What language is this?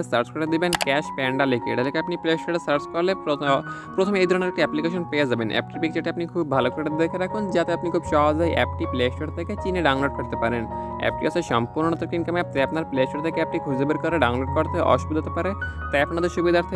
Bangla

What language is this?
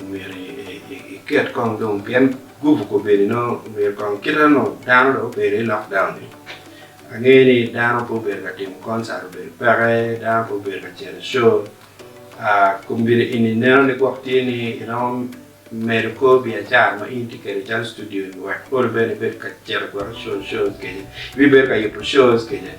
Acoli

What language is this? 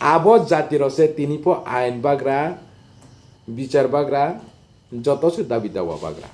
Riang (India)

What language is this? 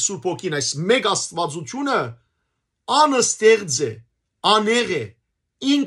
Western Armenian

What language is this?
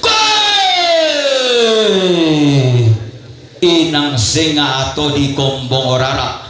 Toraja-Sa'dan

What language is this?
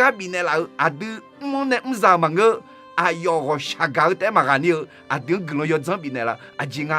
Akha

